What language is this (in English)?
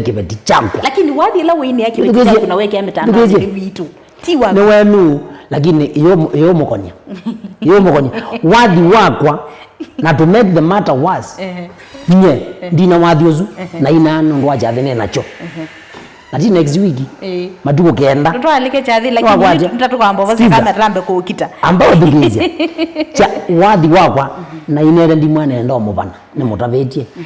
Kamba